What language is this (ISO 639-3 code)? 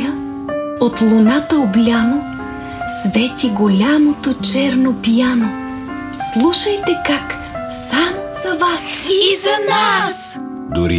bul